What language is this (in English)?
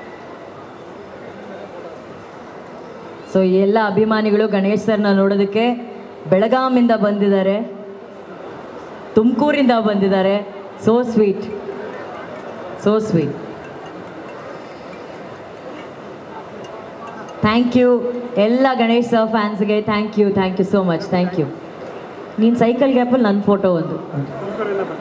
Kannada